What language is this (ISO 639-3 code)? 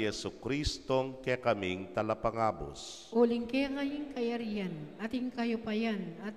pam